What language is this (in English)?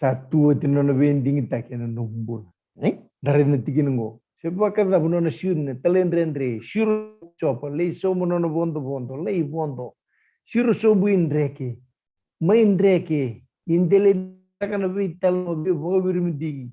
Fijian